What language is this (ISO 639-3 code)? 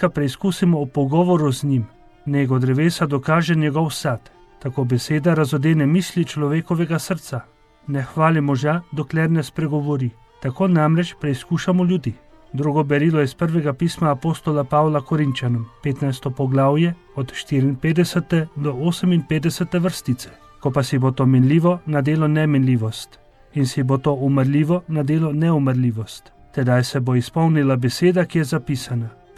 slv